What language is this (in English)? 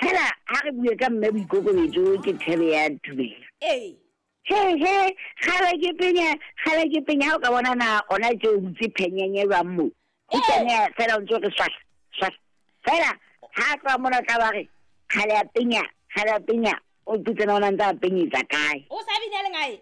Southern Sotho